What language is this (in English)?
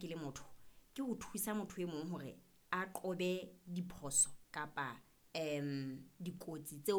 Southern Sotho